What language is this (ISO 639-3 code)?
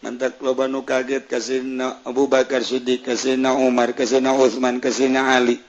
sun